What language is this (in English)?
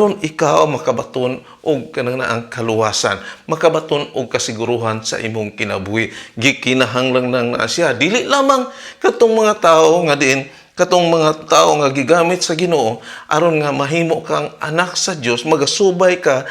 Cebuano